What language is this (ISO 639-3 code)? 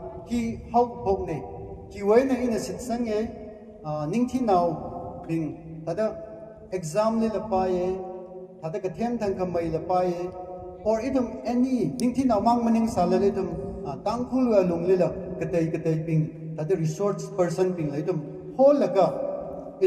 nmf